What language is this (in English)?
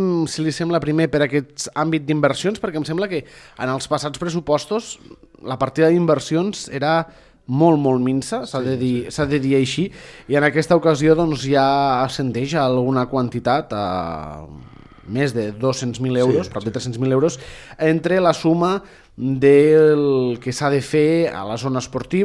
Catalan